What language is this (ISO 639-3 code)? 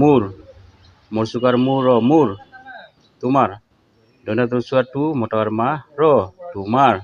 asm